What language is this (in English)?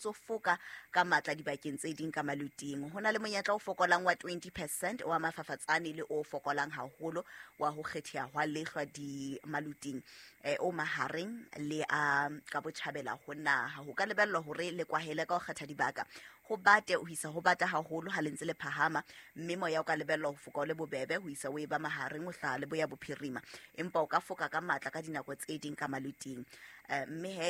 Southern Sotho